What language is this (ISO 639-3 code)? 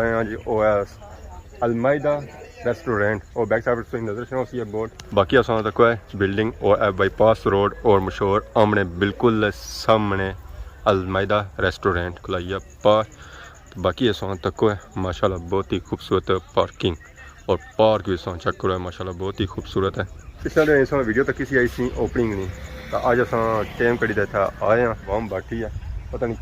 phr